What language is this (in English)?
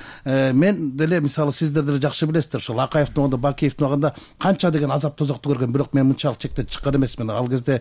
Kyrgyz